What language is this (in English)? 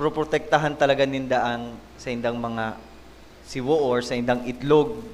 Bikol